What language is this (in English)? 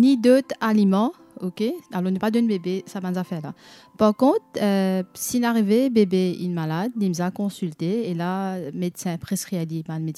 Morisyen